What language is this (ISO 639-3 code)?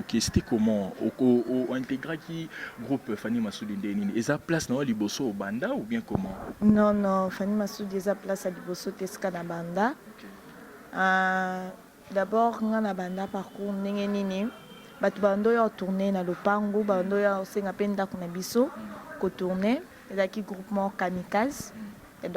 lin